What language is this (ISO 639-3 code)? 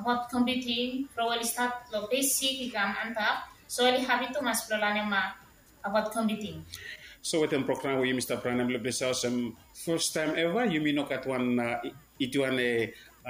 bis